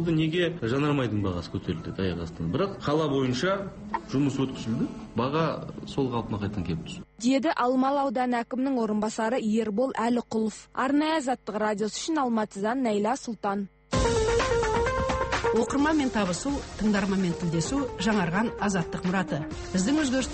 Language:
Kazakh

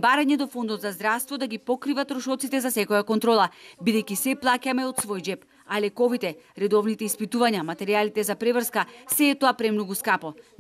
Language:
Macedonian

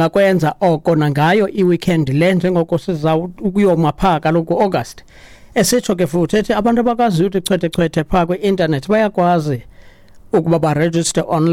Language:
Xhosa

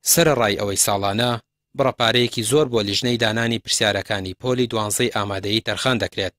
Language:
Central Kurdish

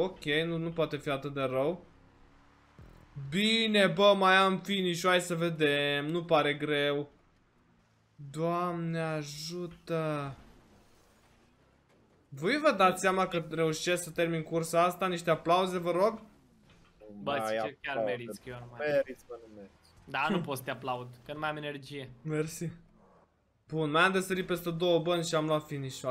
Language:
Romanian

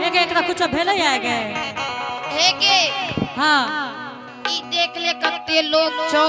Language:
Angika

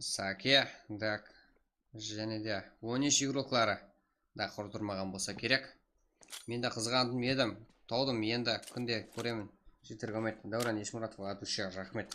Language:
Kara-Kalpak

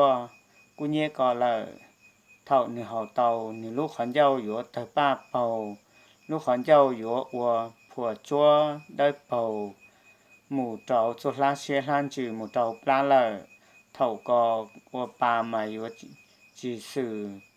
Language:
Hmong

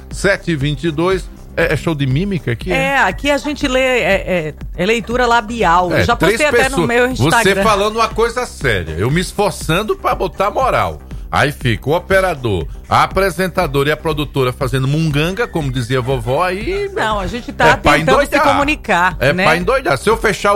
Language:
Portuguese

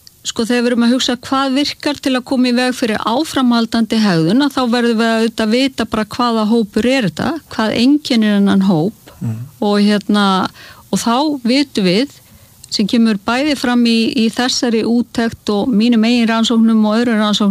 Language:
Icelandic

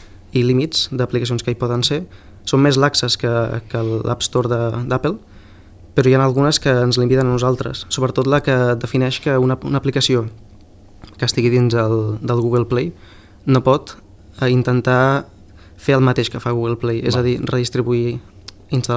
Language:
Catalan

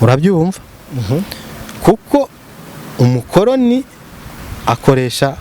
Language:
Rundi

